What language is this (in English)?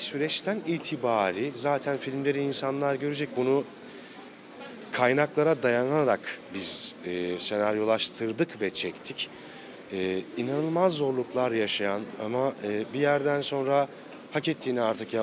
Turkish